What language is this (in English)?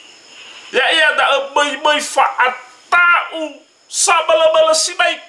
Nias